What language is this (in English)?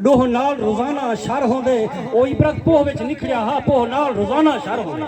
Saraiki